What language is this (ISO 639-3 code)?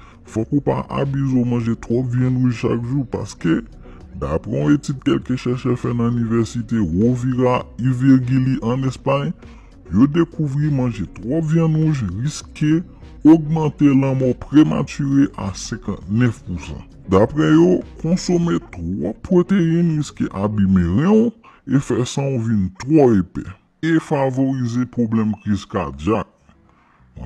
hat